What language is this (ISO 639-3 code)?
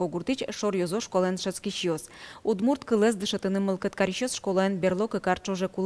udm